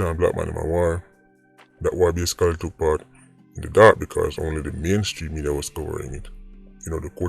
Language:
Jamaican Creole English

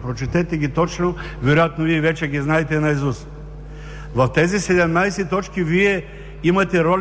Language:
Bulgarian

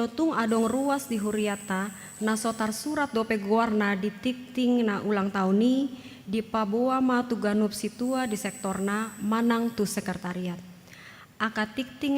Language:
Batak Toba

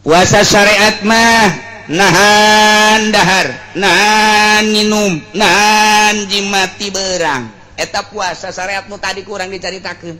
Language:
Sundanese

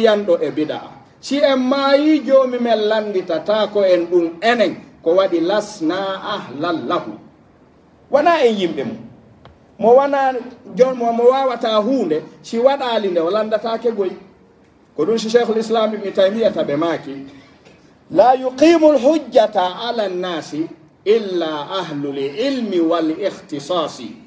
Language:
Pular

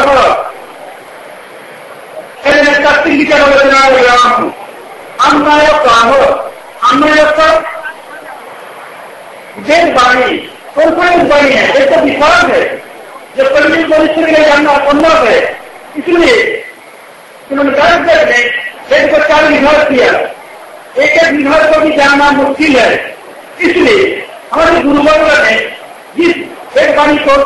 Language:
Hindi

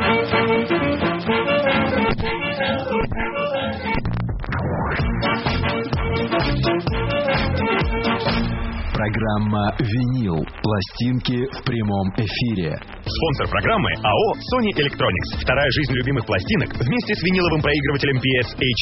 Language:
Russian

